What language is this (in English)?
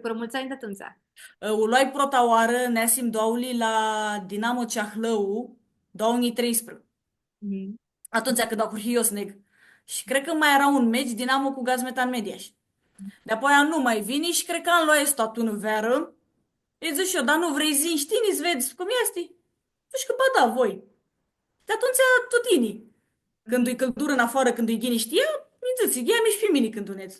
Aromanian